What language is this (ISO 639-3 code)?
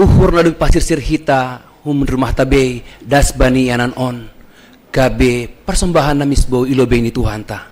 bts